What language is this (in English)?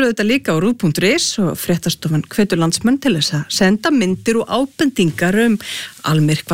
Icelandic